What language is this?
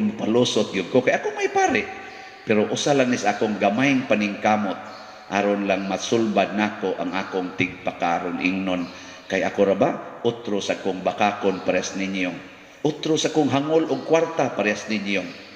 Cebuano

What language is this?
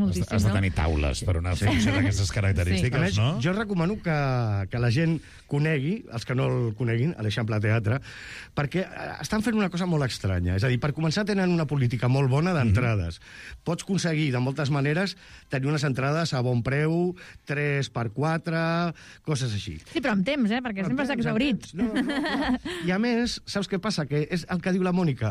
Catalan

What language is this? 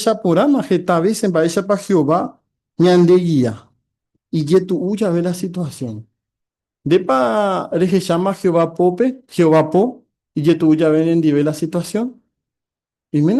Guarani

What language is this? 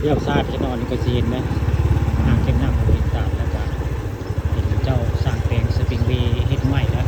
Northeastern Thai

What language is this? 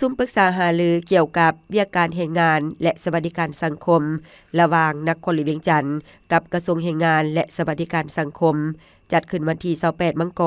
Lao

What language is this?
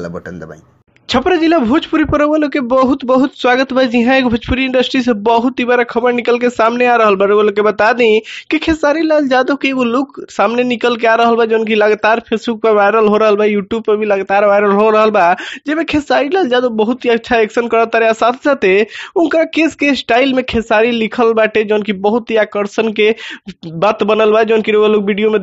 Bhojpuri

